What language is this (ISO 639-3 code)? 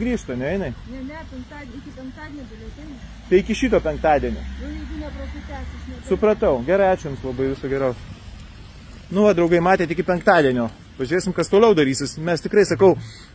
lit